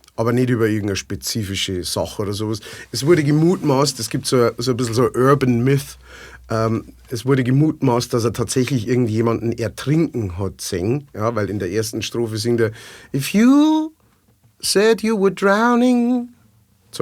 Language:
Bavarian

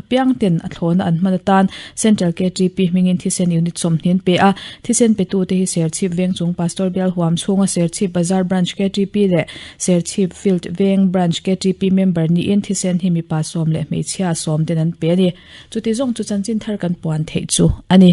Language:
Mizo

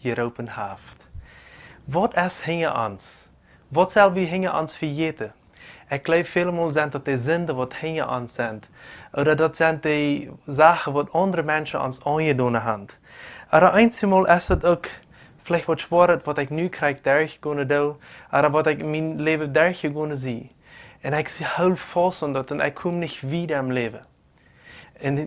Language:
Plautdietsch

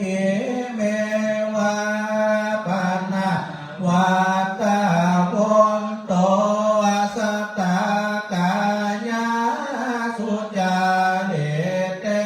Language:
Pali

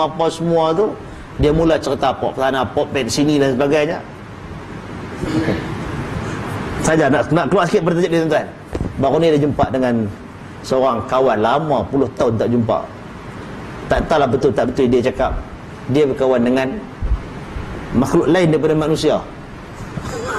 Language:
Malay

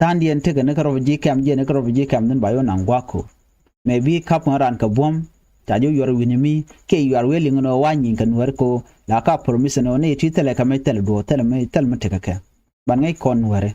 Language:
Nuer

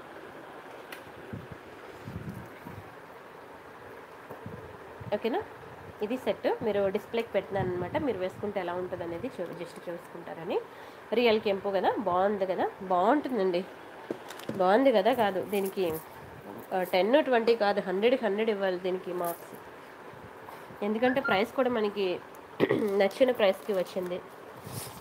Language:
Telugu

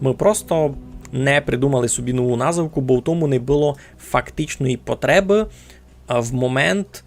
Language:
Rusyn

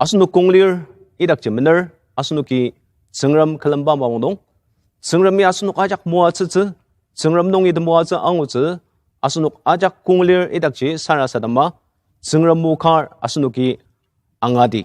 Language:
Ao Naga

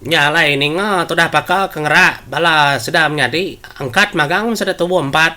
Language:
Iban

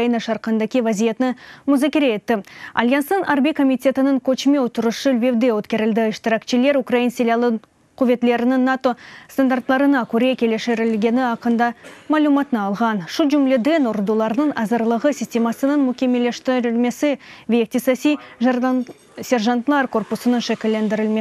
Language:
Crimean Tatar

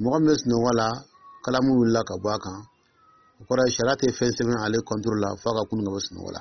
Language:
Dyula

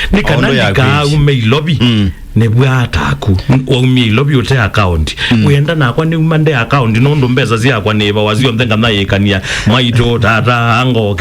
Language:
Kamba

